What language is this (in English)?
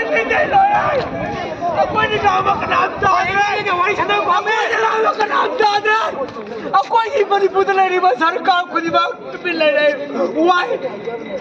Malay